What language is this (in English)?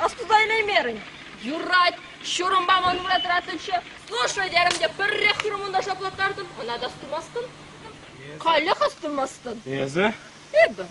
Chuvash